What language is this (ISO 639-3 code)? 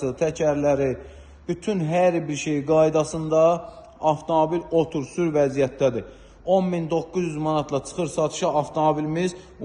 aze